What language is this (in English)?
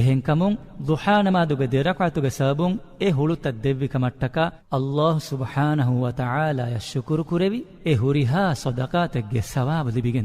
Divehi